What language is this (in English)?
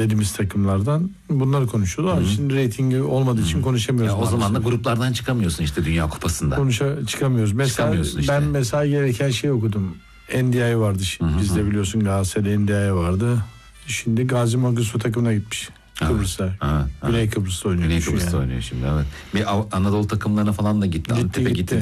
Turkish